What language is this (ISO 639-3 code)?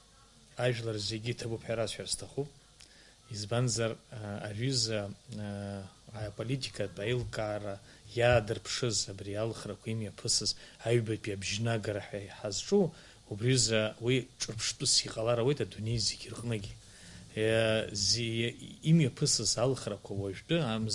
abk